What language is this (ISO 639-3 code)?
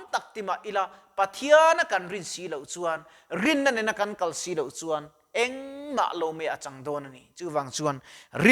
lus